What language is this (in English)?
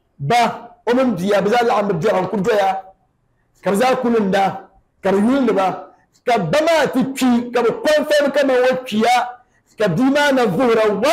Dagbani